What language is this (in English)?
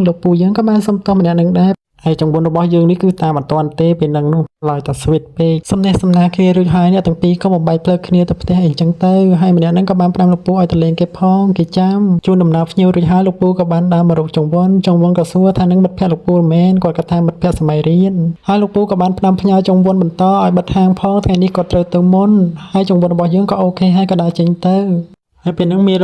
Khmer